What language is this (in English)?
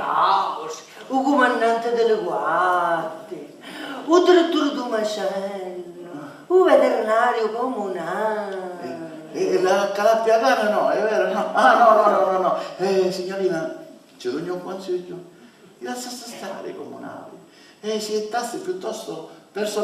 Sicilian